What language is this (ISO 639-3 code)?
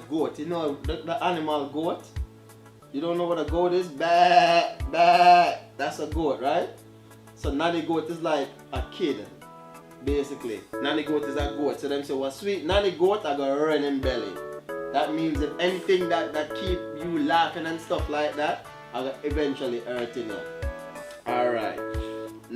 jam